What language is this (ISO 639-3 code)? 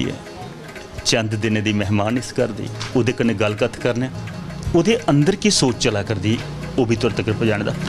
doi